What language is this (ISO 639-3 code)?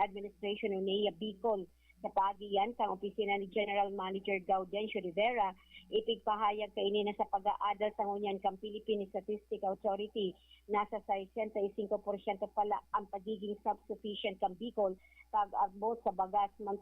bik